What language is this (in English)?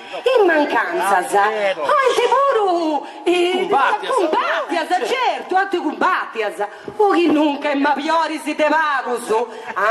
Sardinian